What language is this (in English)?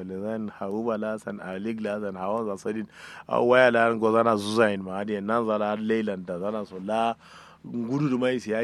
Kanuri